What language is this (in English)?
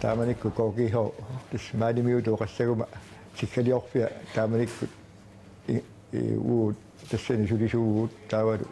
Kalaallisut